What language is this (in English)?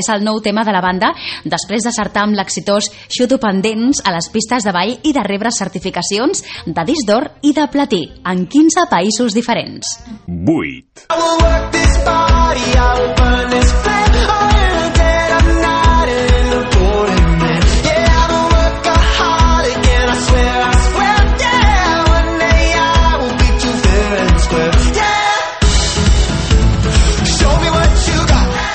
Catalan